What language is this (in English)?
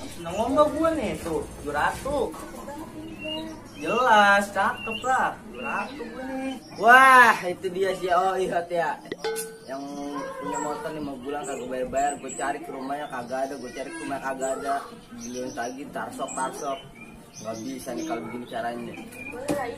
Betawi